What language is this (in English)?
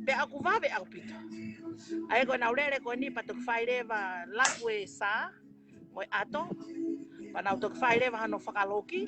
Tongan